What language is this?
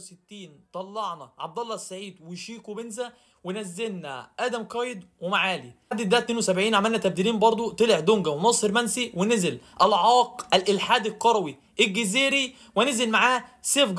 Egyptian Arabic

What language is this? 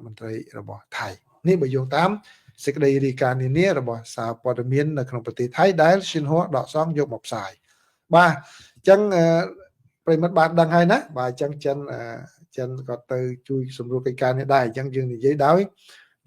Khmer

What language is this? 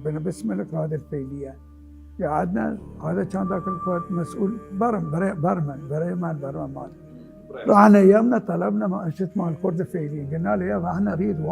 Mesopotamian Arabic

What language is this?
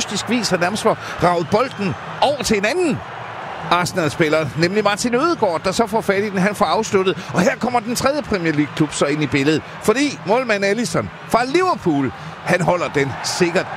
Danish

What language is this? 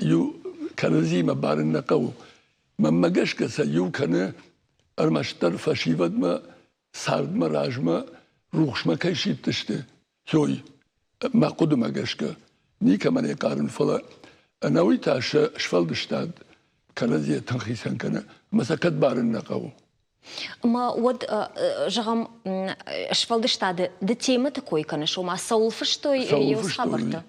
Ossetic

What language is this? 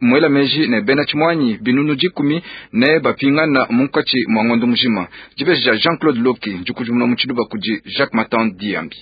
Luba-Lulua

